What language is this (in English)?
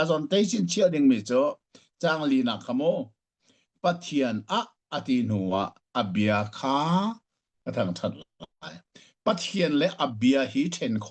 Hakha Chin